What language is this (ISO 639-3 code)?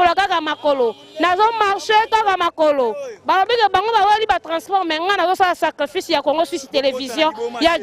lin